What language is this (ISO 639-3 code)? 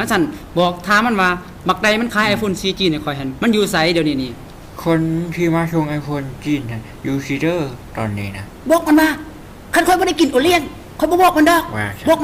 tts